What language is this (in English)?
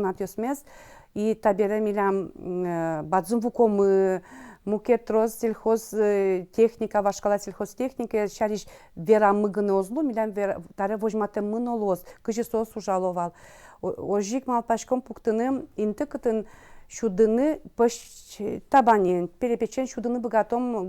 Udmurt